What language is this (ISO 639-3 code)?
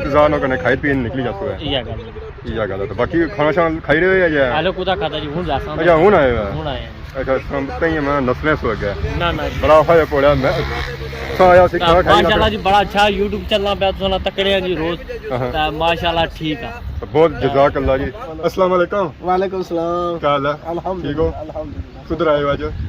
phr